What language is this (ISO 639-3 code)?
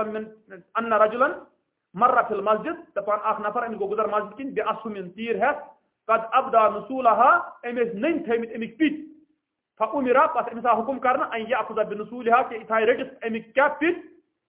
kas